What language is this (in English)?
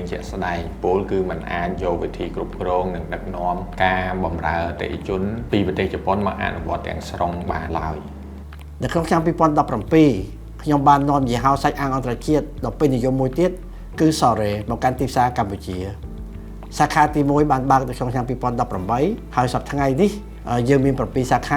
Khmer